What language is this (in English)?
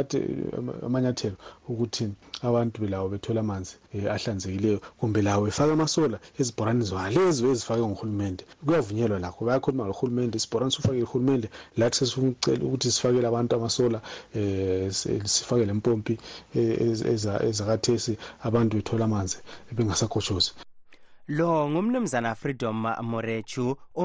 North Ndebele